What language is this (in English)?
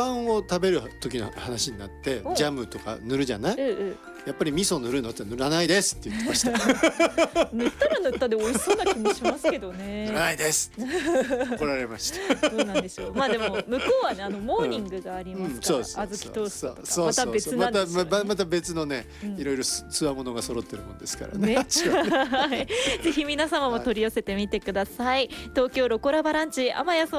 Japanese